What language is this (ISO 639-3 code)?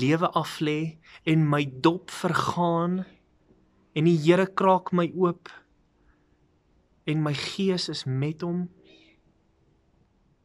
afr